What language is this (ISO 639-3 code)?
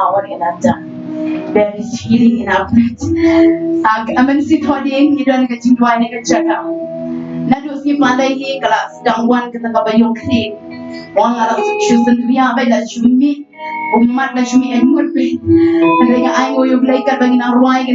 kha